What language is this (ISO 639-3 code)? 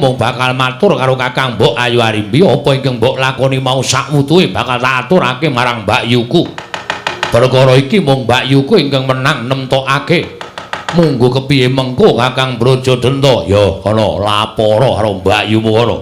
jav